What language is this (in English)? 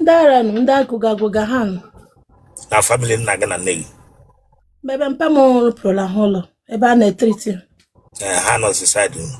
Igbo